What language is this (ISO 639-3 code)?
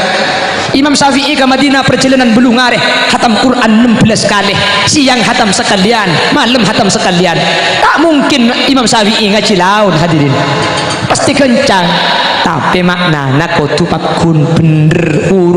mad